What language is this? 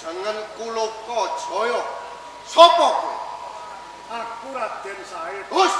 Javanese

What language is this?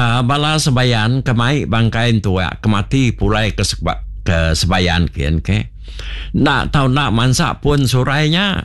Iban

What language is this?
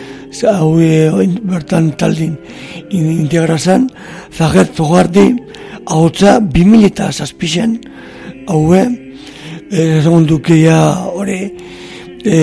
Basque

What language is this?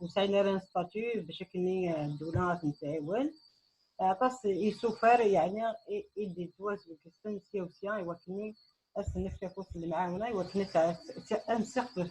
Kabyle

